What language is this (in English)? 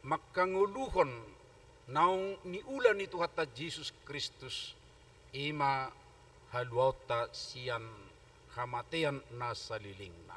Batak Toba